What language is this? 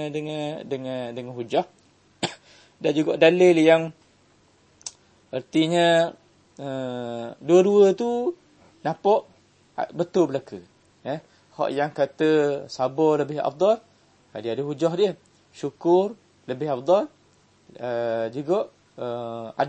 Malay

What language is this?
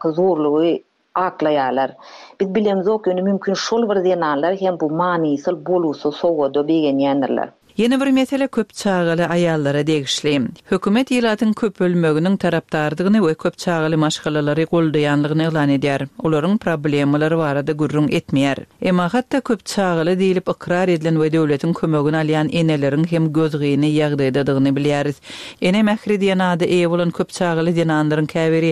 Turkmen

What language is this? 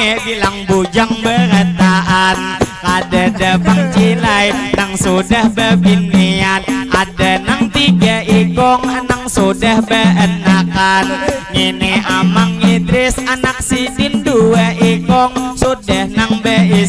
Banjar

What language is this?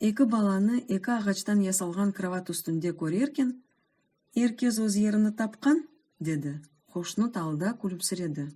Crimean Tatar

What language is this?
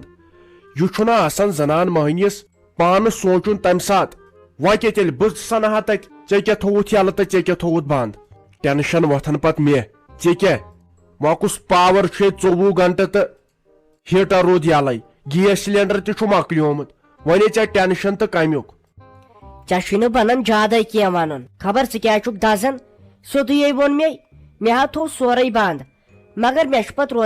Kashmiri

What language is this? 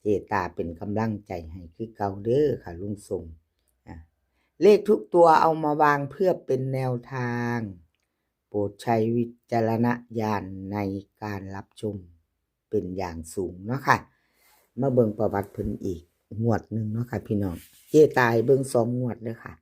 Northeastern Thai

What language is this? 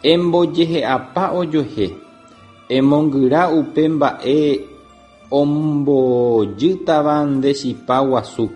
Guarani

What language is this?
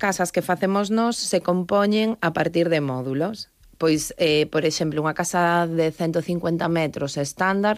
Galician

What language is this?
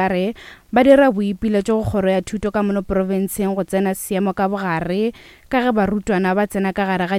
Northern Sotho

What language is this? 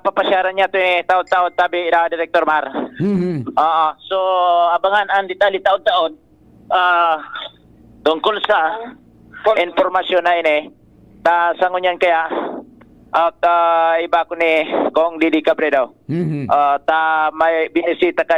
Bikol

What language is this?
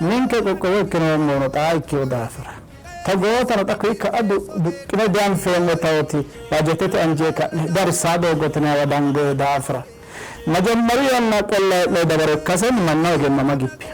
Sidamo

